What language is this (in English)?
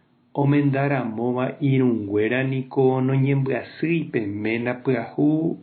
Guarani